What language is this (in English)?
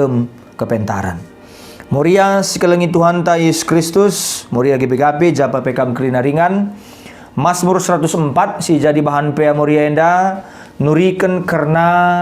Batak Karo